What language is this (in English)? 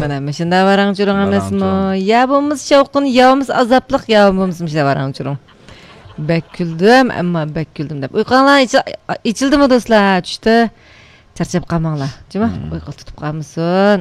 Uyghur